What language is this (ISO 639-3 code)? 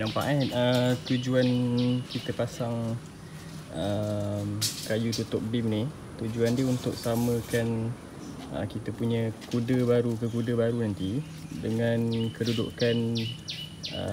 msa